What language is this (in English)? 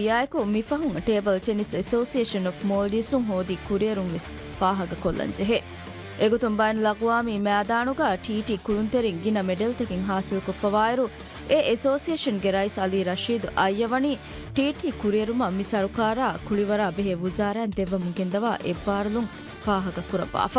Divehi